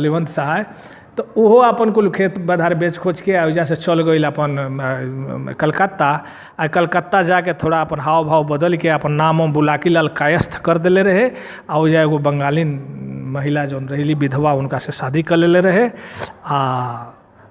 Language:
Bhojpuri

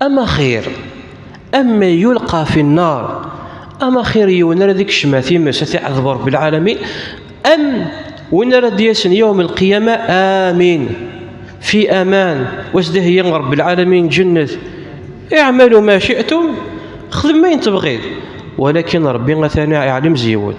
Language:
Kabyle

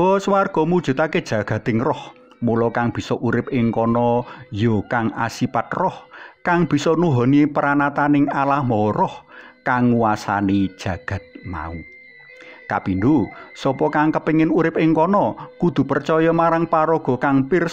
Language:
Javanese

